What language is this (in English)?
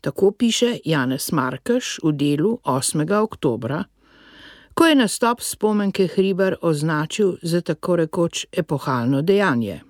Slovenian